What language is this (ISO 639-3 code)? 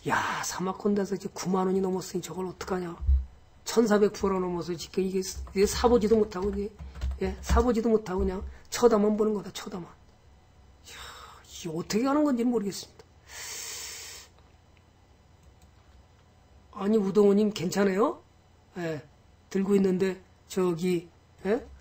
kor